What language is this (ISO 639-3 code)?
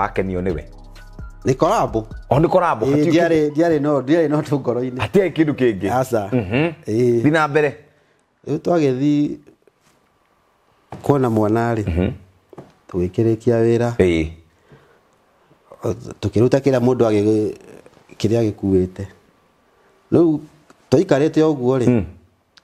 kik